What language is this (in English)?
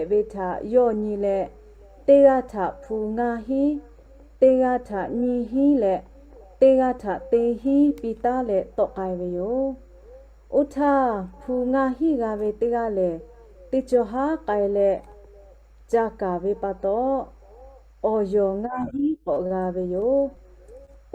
Lahu